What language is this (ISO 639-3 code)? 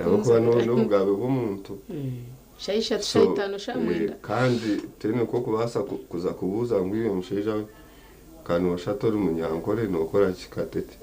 nyn